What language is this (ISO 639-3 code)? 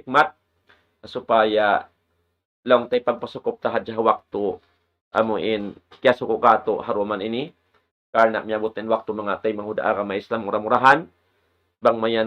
tsg